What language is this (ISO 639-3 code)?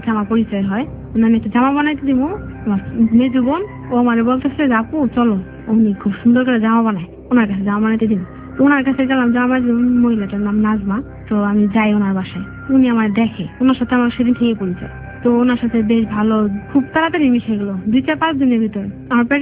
ben